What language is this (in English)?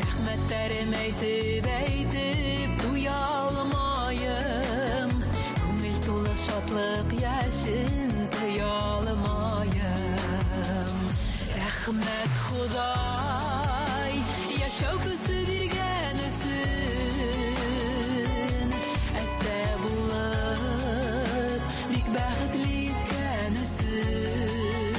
Bashkir